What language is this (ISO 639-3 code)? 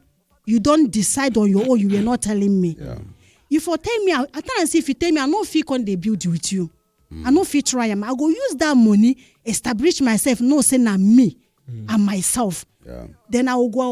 pcm